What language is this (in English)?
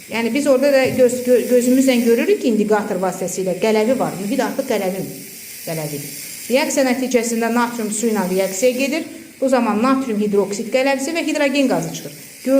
Azerbaijani